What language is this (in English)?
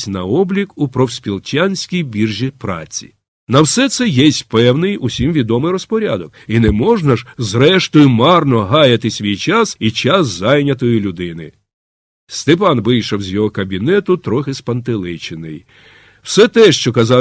Ukrainian